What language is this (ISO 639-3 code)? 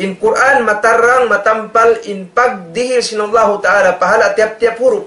tsg